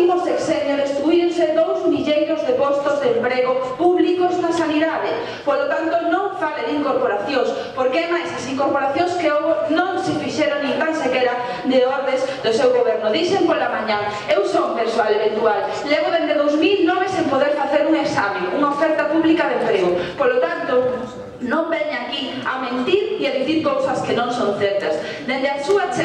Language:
Galician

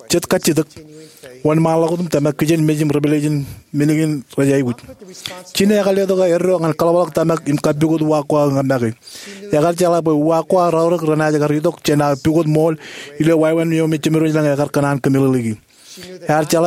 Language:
Marshallese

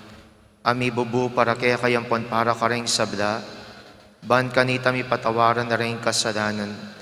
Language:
Pampanga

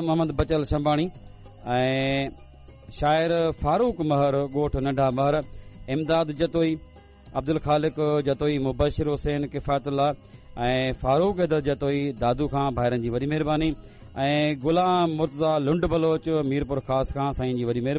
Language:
Sindhi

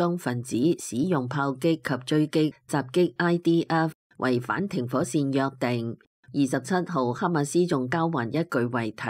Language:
Cantonese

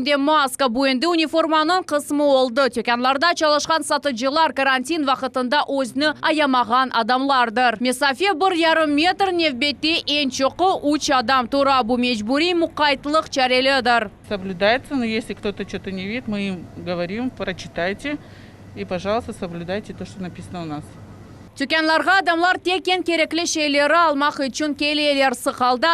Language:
Crimean Tatar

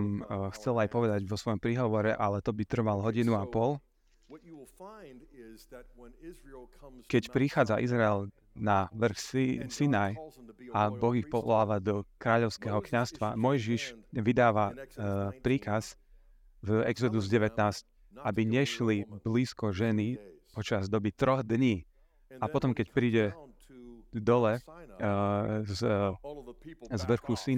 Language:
Slovak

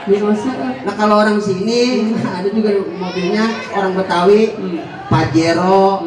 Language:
Betawi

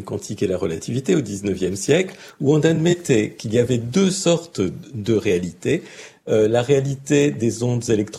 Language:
French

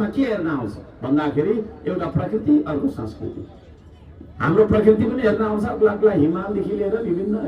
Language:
Nepali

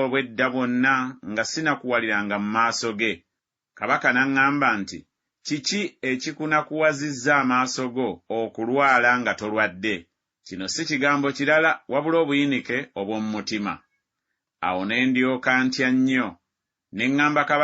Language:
Ganda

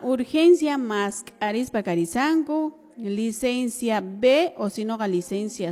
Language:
Quechua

